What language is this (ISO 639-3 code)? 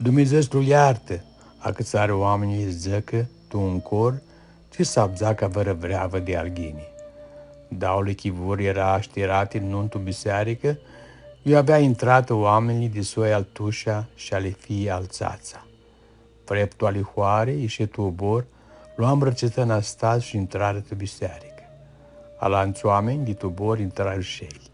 rup